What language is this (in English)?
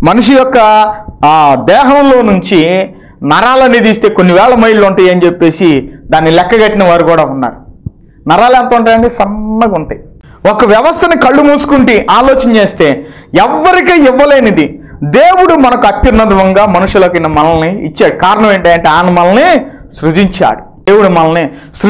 Telugu